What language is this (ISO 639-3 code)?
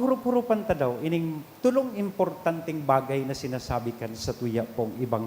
bik